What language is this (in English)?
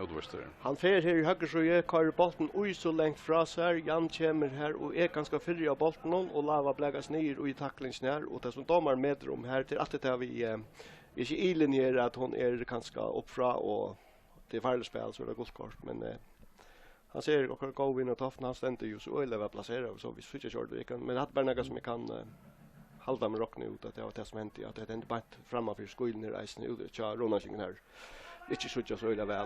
Faroese